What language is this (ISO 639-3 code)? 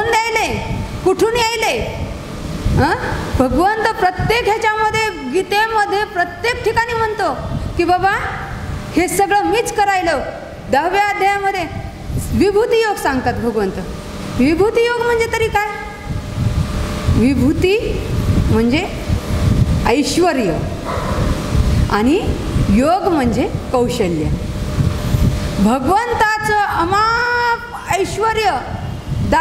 mar